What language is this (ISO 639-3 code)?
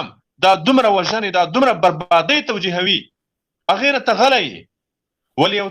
pus